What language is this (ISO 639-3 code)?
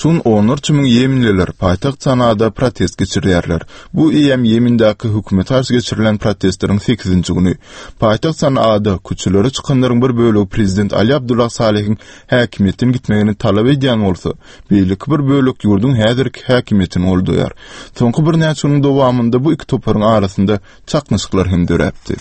tuk